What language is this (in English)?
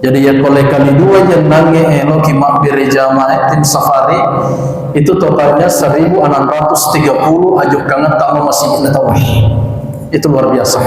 Buginese